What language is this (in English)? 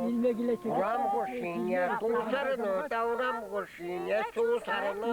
Chuvash